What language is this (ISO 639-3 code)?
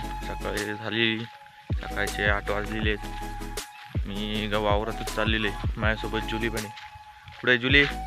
mar